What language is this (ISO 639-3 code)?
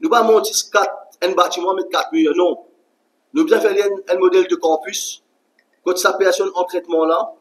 mfe